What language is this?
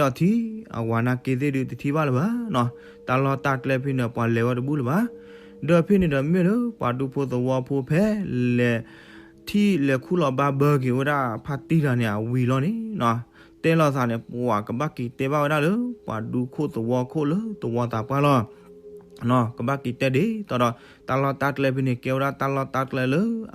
S'gaw Karen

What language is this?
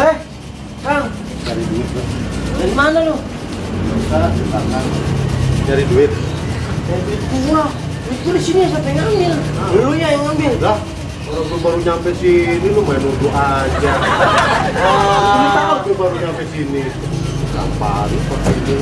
Betawi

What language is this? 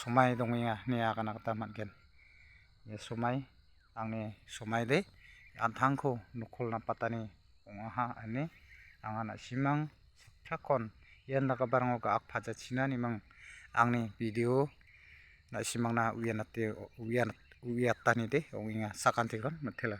Garo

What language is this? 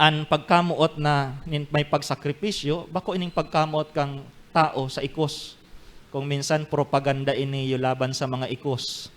Bikol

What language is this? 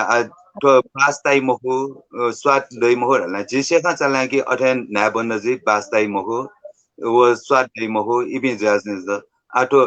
Newari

